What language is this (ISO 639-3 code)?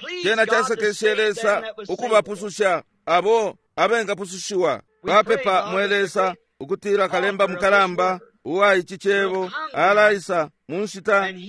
bem